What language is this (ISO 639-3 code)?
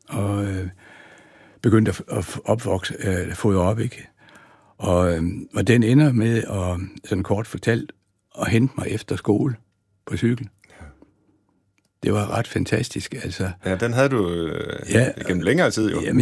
dan